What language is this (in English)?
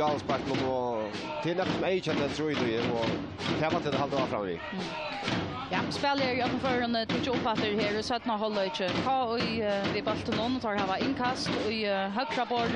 Faroese